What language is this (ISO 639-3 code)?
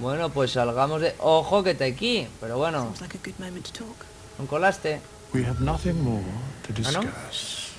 ast